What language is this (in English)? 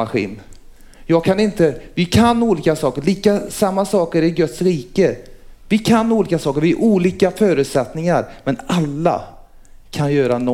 Swedish